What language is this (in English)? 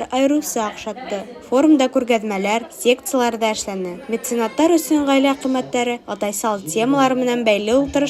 Bashkir